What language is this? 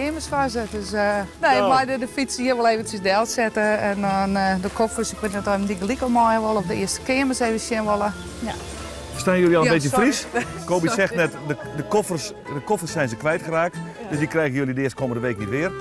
Western Frisian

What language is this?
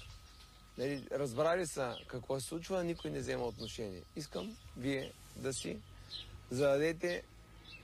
Bulgarian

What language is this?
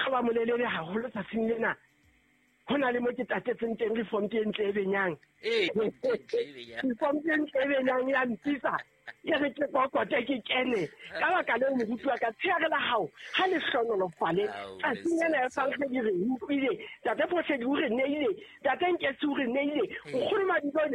Southern Sotho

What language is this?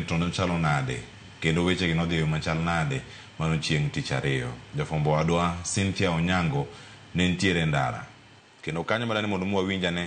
Luo (Kenya and Tanzania)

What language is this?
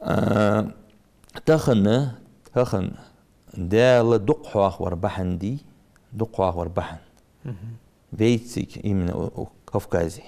Ingush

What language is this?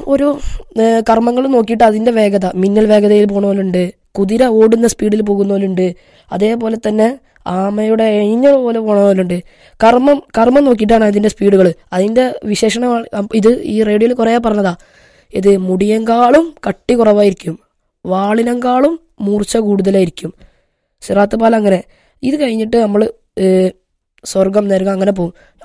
Malayalam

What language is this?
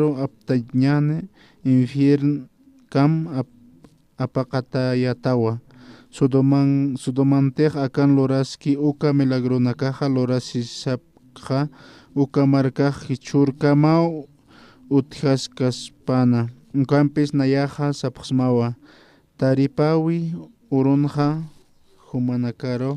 Aymara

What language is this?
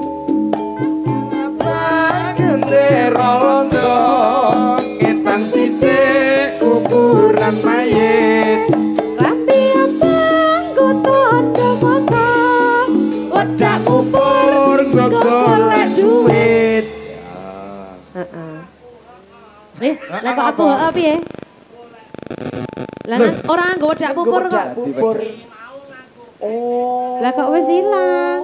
Javanese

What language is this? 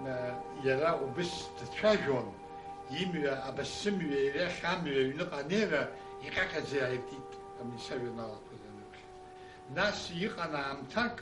Abkhazian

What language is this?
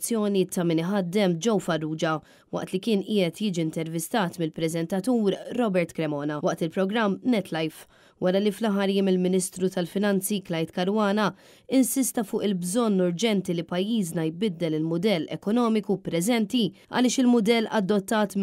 Maltese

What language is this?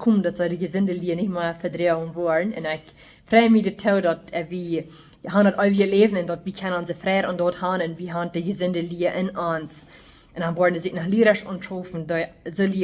Plautdietsch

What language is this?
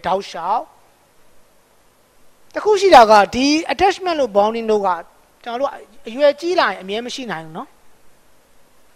Burmese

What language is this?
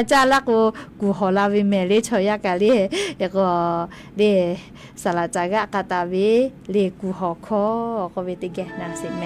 Lahu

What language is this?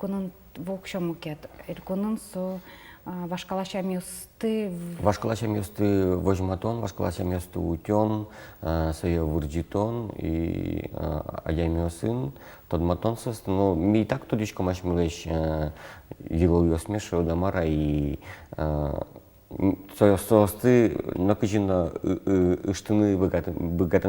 Udmurt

